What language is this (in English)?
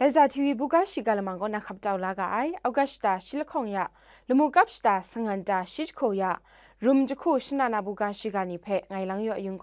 Kachin